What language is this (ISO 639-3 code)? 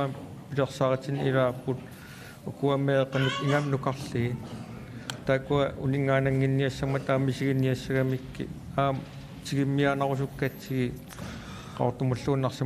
kal